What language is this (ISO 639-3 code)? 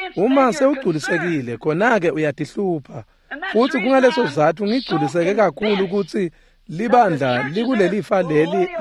ssw